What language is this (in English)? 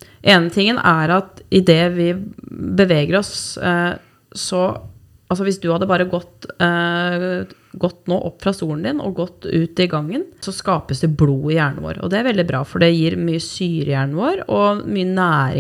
Norwegian